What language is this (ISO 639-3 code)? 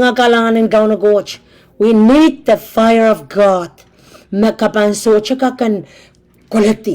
pon